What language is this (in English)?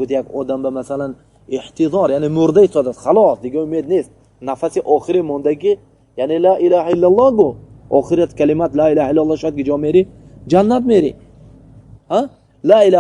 Tajik